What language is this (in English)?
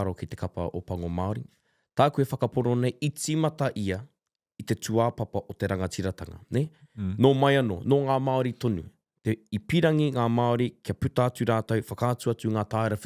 Māori